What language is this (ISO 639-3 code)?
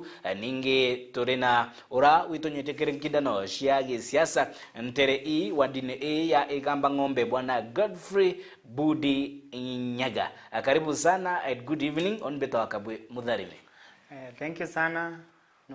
mer